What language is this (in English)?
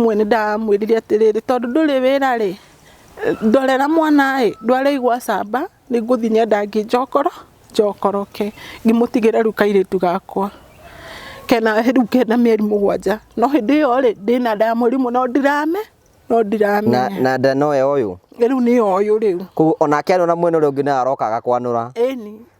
Kikuyu